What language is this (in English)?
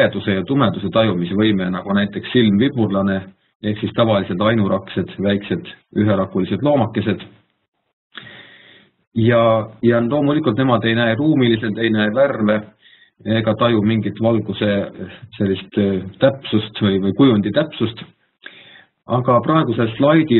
Estonian